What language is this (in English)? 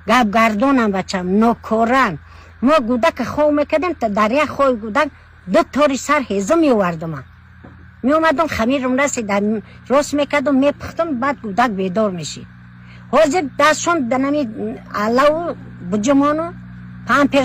Tajik